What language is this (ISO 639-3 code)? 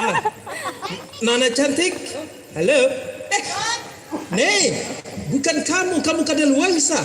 bjn